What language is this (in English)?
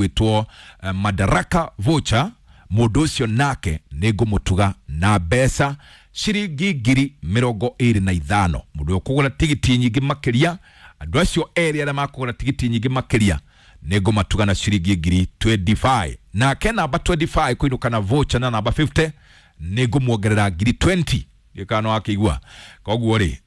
Kikuyu